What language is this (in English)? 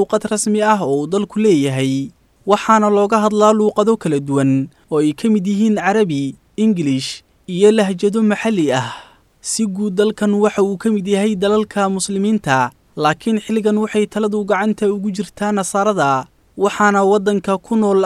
Somali